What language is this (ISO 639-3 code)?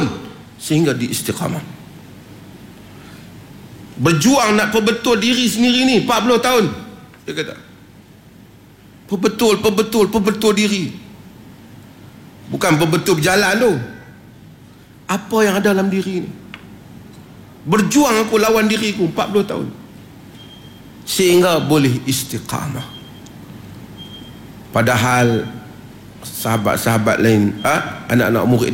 msa